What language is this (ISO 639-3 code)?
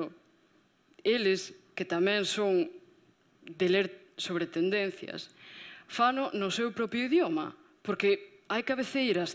glg